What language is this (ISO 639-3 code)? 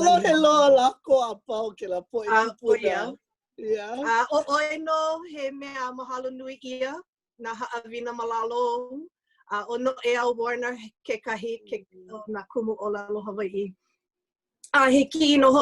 haw